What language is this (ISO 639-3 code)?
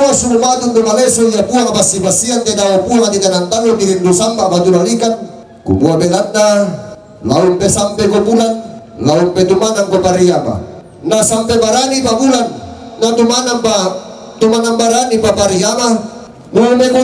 sda